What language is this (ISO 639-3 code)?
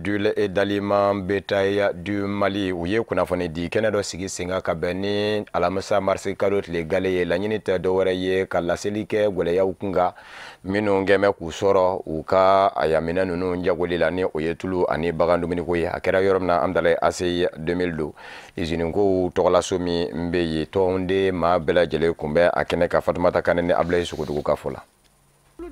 bam